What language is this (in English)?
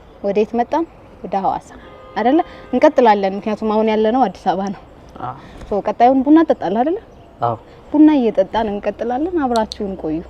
Amharic